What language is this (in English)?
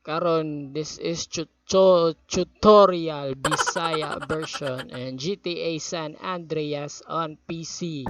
Cebuano